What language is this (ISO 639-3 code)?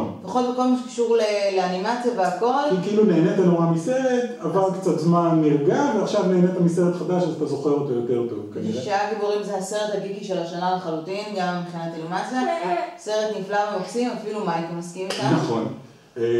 heb